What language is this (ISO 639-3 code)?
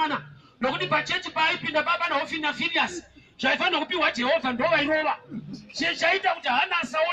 sna